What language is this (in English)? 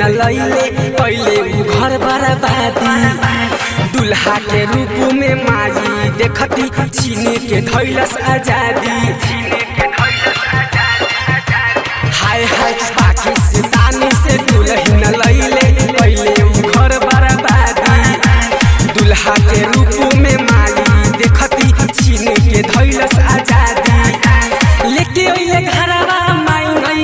Bhojpuri